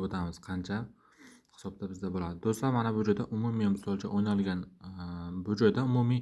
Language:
Uzbek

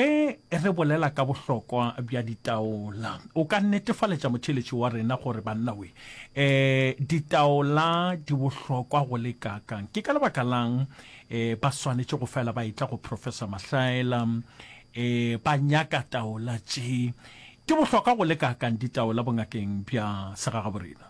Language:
Northern Sotho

